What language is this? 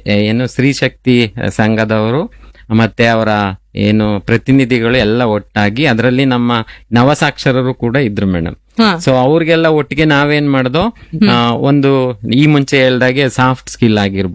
Kannada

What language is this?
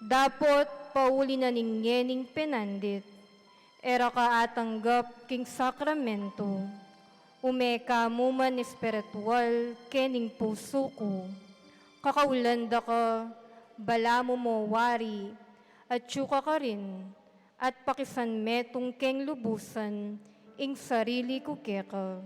Pampanga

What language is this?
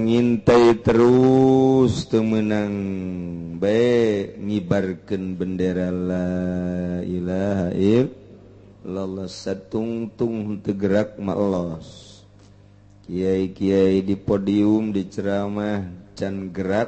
Sundanese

